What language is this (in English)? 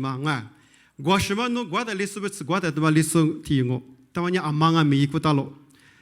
Lisu